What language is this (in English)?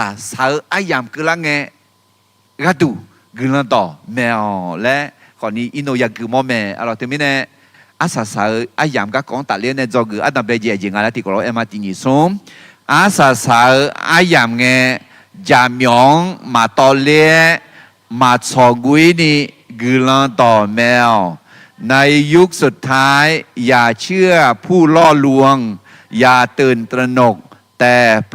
Akha